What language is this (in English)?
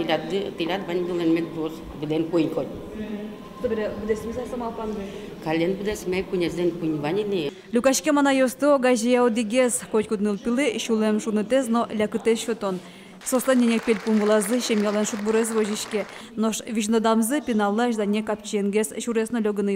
Udmurt